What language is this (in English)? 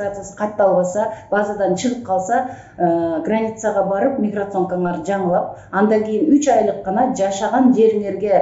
Kyrgyz